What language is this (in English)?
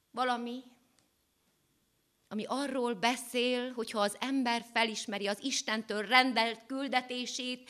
Hungarian